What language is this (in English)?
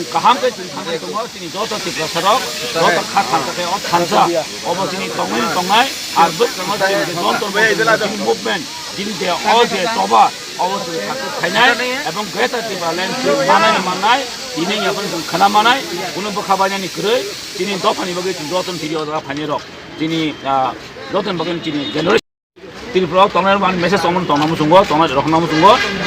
Kok Borok